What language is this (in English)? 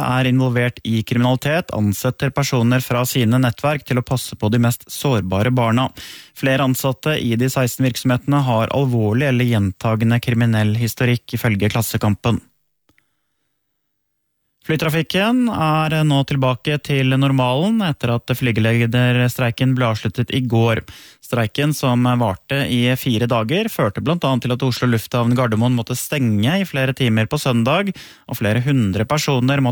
Norwegian